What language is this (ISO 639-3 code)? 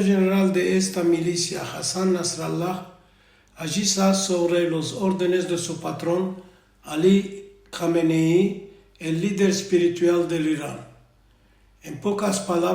lad